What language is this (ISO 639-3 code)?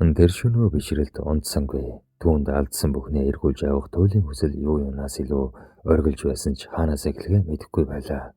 mon